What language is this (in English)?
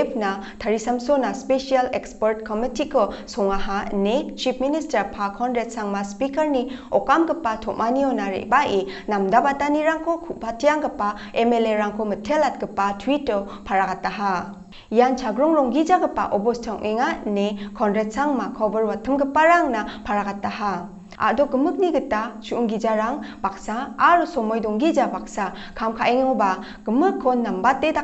Garo